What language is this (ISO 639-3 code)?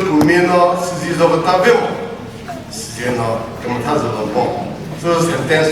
nri